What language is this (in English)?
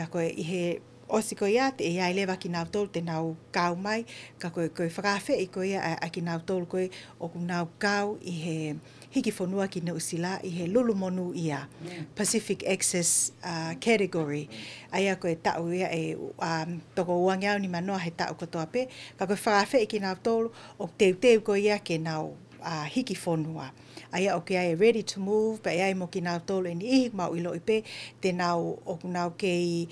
Tongan